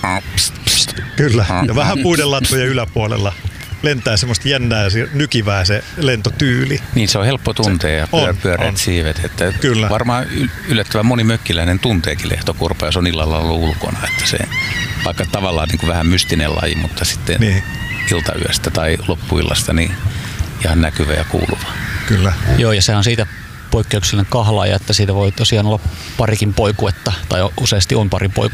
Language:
Finnish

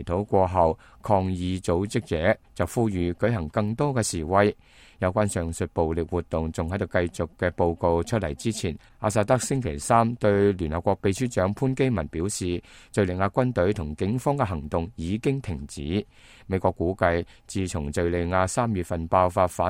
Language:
Cantonese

